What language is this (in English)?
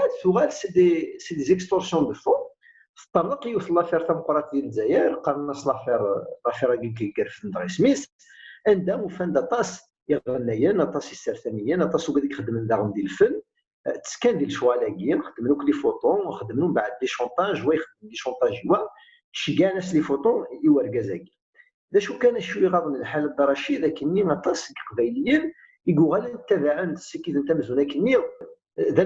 Kabyle